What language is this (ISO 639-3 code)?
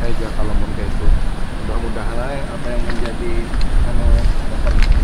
bjn